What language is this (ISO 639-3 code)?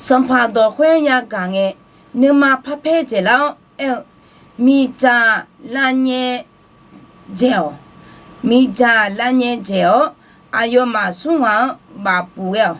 ahk